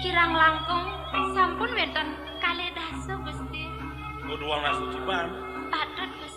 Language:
Balinese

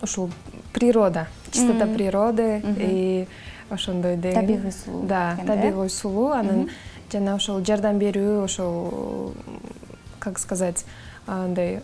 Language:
Kyrgyz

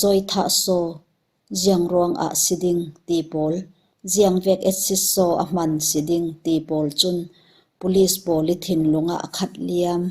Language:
Falam Chin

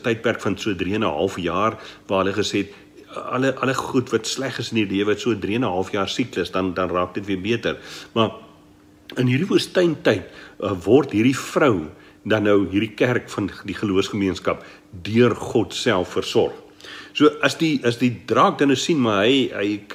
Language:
Afrikaans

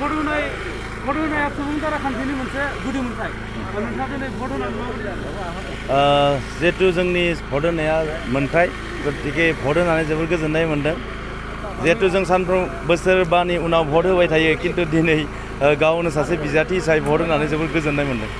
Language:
Bodo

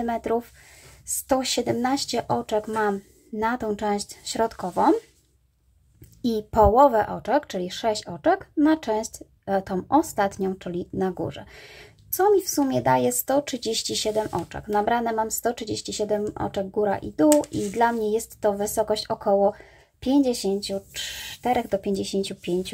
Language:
Polish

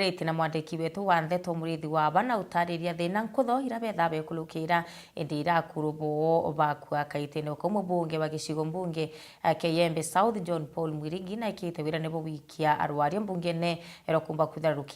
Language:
Meru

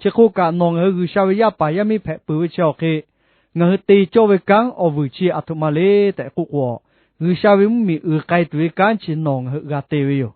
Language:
Lahu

